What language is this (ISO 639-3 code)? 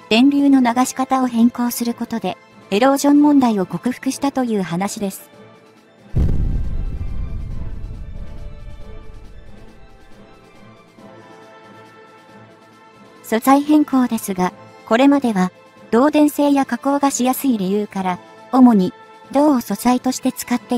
jpn